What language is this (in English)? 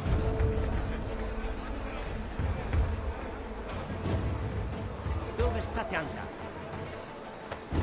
Italian